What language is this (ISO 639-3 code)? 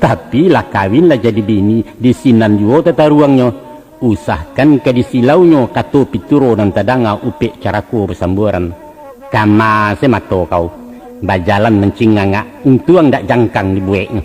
min